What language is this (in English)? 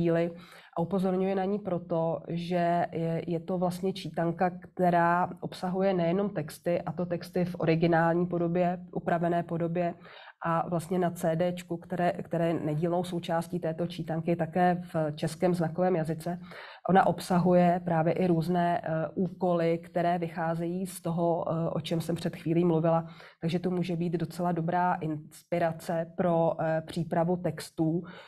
Czech